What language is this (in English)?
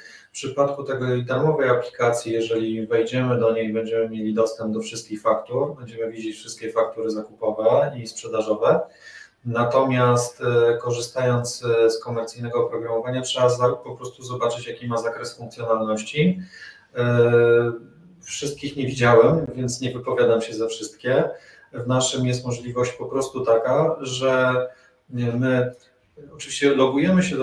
Polish